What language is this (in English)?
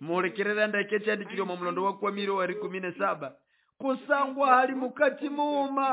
Nande